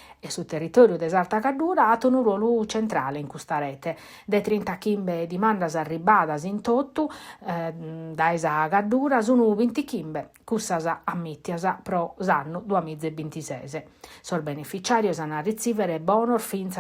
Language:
Sardinian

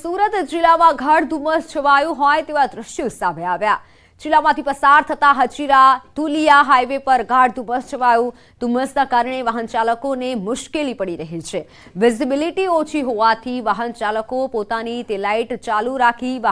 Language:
Gujarati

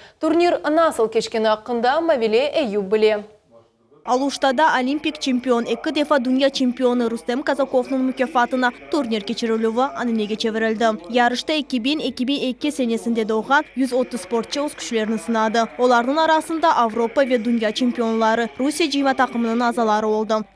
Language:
Crimean Tatar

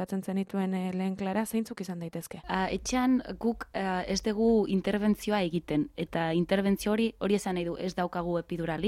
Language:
Basque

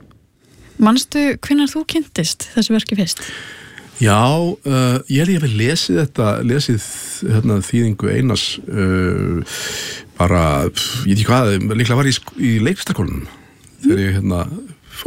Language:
Icelandic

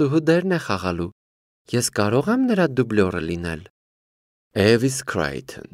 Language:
Armenian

